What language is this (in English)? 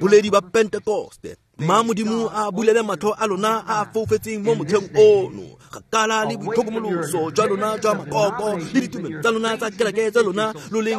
Tswana